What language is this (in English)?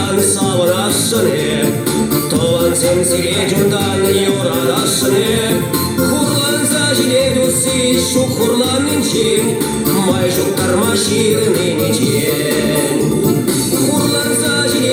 Chuvash